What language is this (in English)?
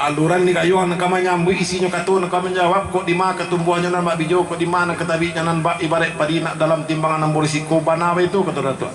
Minangkabau